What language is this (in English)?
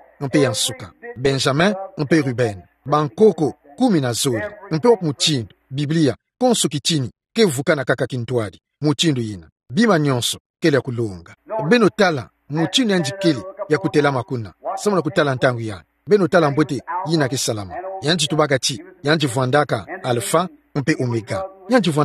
Kituba (Democratic Republic of Congo)